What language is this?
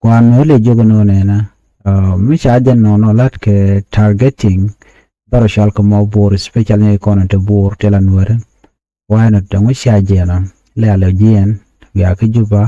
Nuer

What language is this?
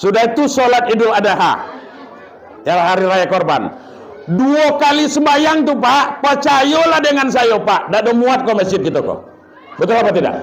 Minangkabau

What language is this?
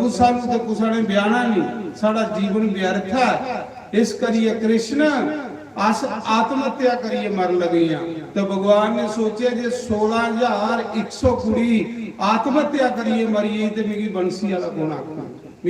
Dogri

